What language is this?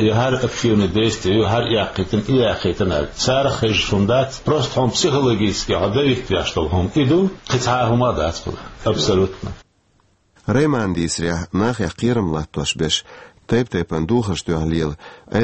Chechen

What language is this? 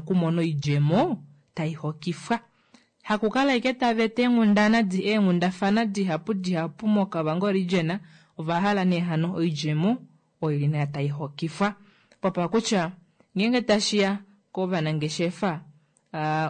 Kuanyama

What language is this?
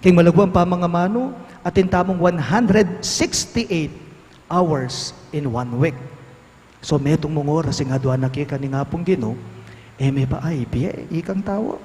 Pampanga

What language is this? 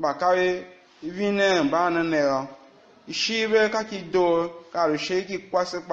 Tiv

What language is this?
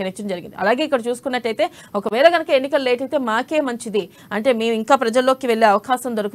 Telugu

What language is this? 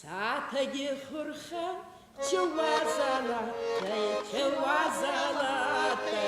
Ossetic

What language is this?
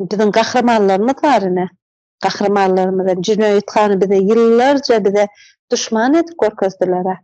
Turkmen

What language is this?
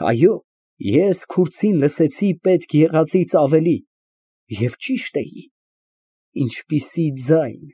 Armenian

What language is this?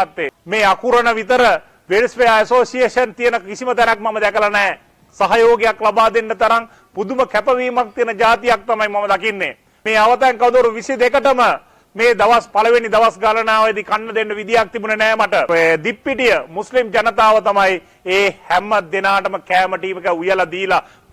Sinhala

